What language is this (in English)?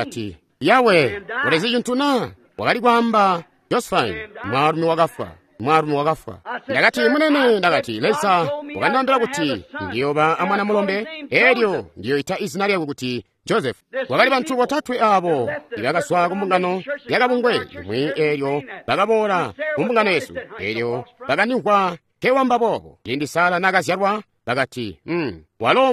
Tonga (Zambia)